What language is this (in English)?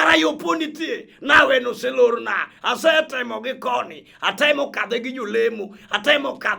Luo (Kenya and Tanzania)